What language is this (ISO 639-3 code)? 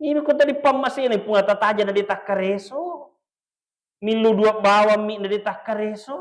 bug